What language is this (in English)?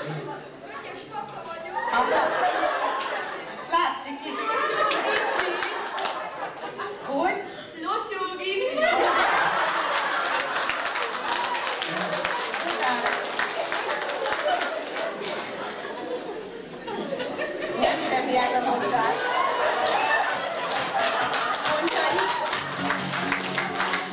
Hungarian